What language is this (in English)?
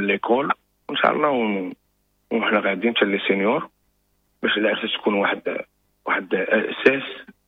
Moroccan Arabic